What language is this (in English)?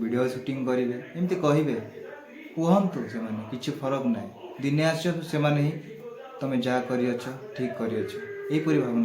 Odia